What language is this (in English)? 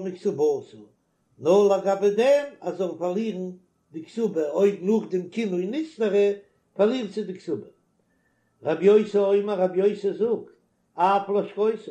Yiddish